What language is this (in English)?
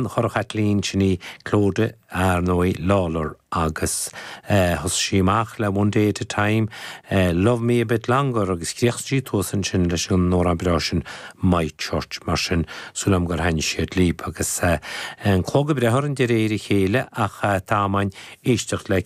Irish